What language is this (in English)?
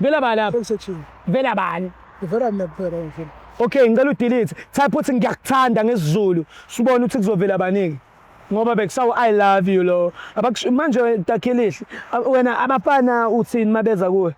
Zulu